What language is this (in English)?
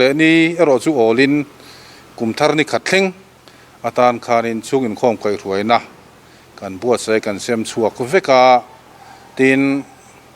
Mizo